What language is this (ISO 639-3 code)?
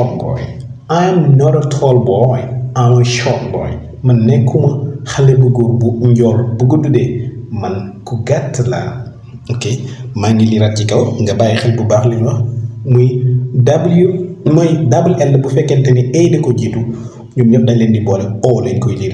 wol